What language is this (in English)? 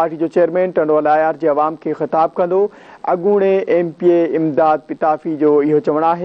Sindhi